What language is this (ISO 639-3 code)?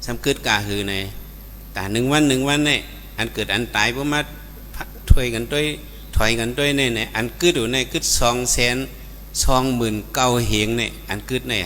shn